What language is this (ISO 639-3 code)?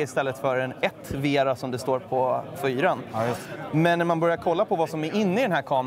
swe